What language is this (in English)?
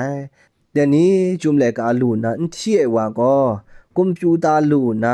Kachin